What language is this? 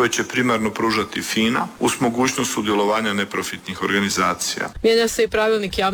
Croatian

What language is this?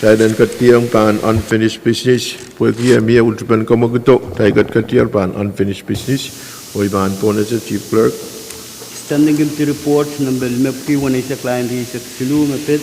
Pohnpeian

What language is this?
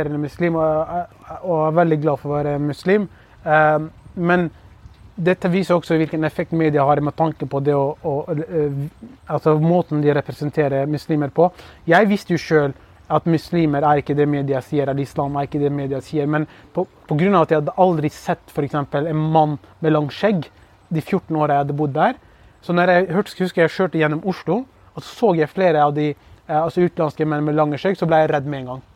Norwegian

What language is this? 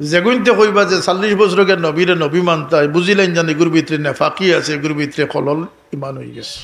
Sylheti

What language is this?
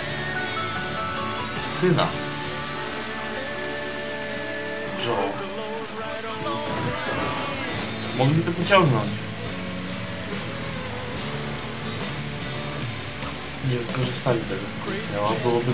Polish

